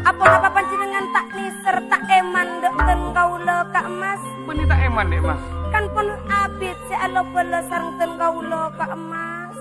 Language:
Madurese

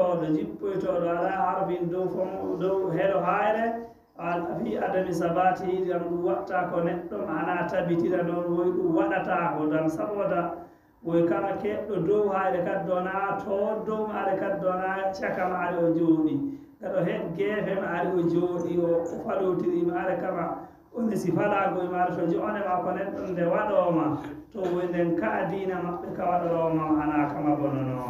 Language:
Fula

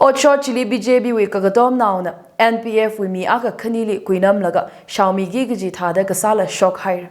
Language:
Tangkhul Naga (India)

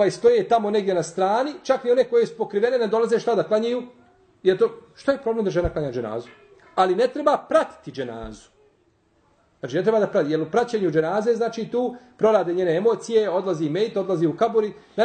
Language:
Bosnian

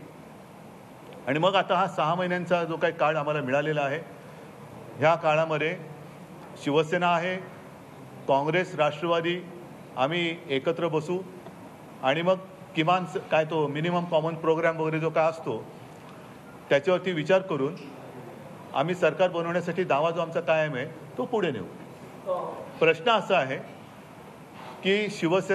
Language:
Marathi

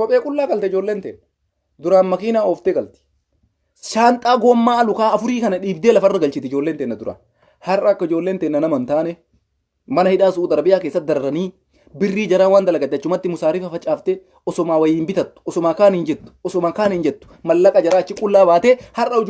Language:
Oromo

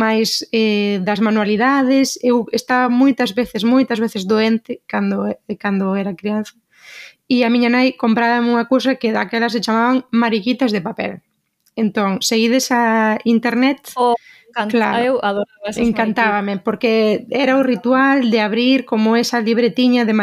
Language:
Galician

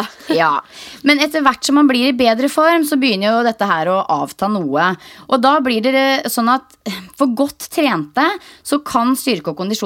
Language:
Norwegian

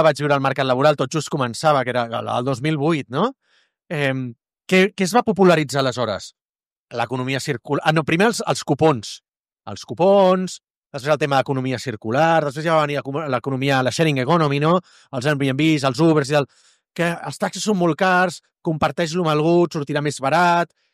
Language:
Catalan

